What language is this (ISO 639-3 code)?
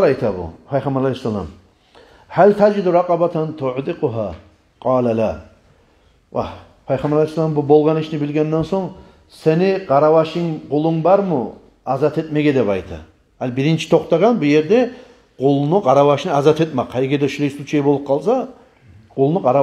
kum